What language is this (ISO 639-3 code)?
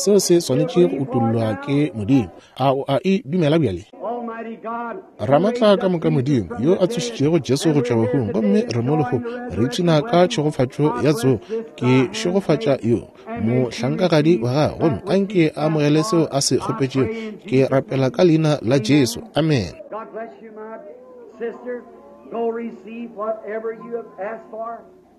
nso